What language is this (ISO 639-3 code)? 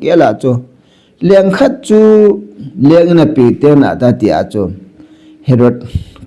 tcz